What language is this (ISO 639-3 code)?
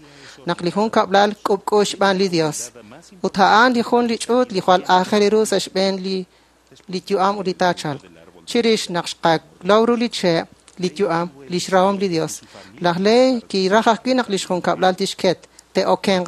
kek